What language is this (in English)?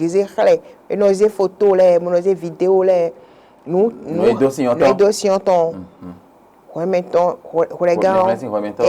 Fon